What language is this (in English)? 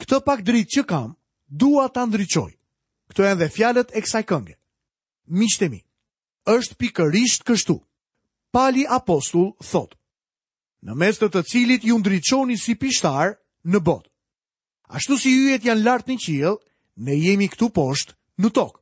Albanian